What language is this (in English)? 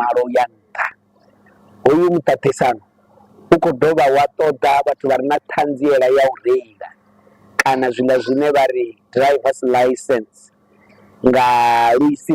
Venda